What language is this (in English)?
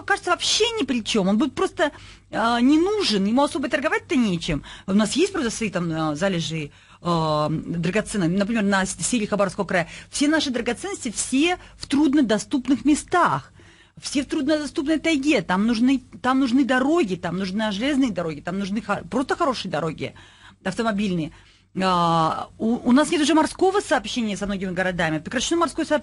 Russian